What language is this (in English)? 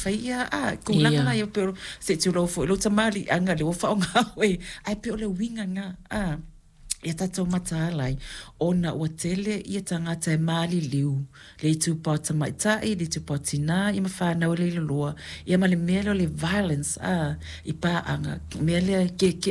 Samoan